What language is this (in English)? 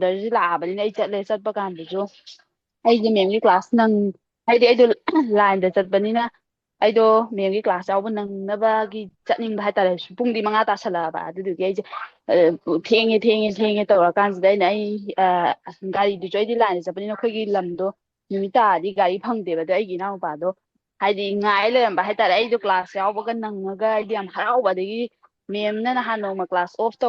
Manipuri